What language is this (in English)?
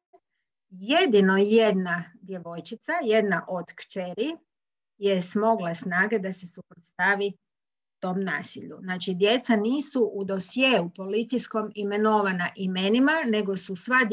Croatian